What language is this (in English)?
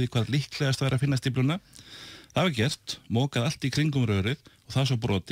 Icelandic